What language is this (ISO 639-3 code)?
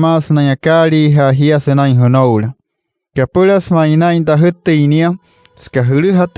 guc